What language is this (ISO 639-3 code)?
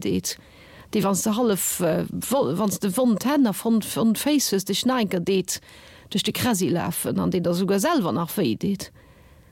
ltz